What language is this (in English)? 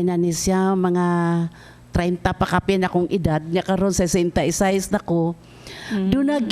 Cebuano